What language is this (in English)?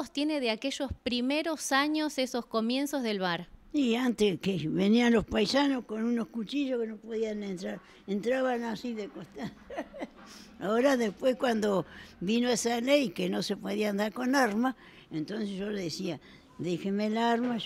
Spanish